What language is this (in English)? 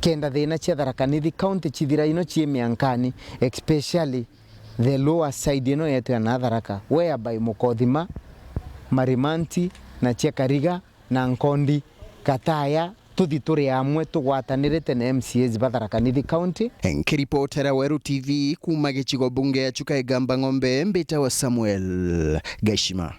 Meru